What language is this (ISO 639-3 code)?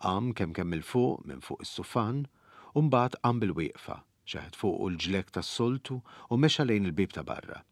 mlt